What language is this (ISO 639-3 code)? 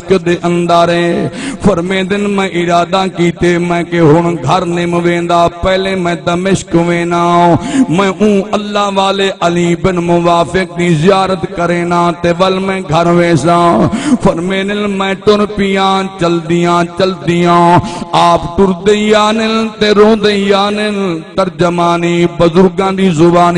skr